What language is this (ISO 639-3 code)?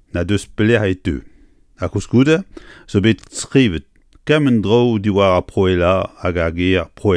bre